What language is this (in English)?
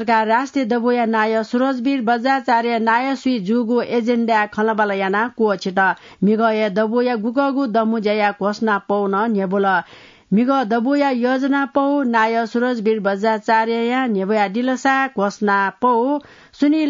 Newari